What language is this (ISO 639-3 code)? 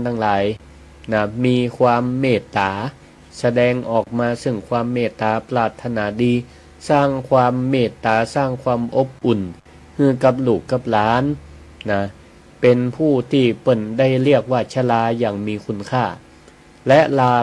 nod